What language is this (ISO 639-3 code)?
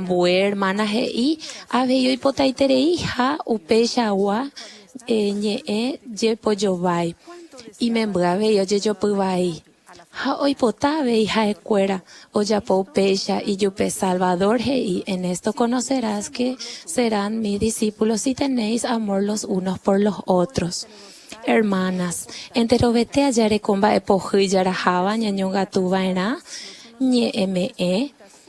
grn